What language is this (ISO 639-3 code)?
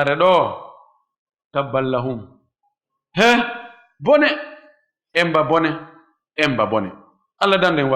ful